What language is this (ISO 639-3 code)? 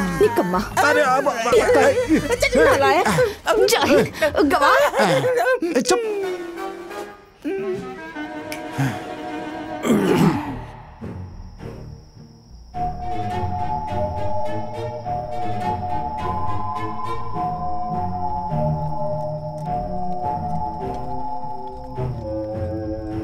bho